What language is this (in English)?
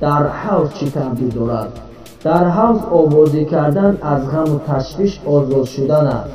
Tajik